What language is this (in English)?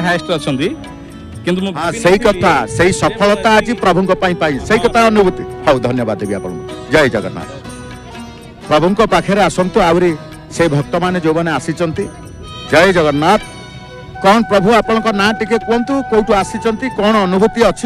Odia